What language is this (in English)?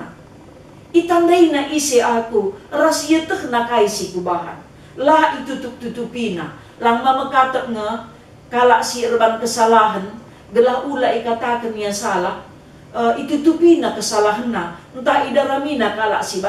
Batak Karo